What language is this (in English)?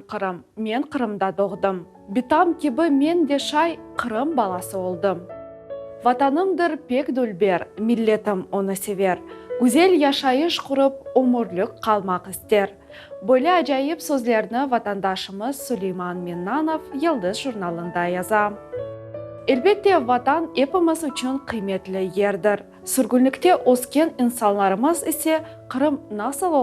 Crimean Tatar